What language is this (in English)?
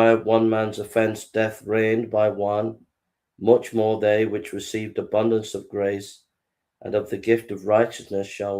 English